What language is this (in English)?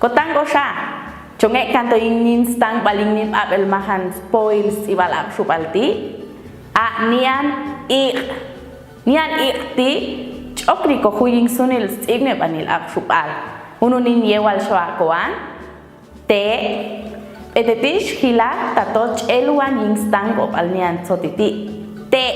Popti'